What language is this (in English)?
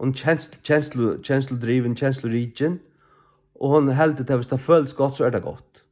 Faroese